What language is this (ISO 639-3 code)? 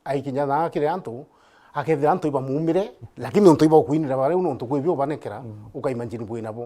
mer